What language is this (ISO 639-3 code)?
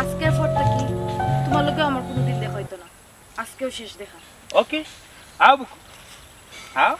syl